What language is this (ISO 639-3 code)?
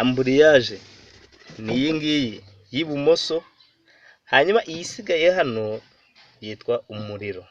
kin